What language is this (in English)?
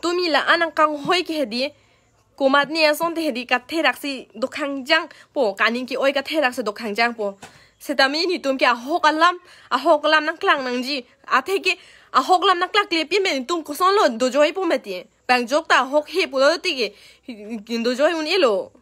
Karbi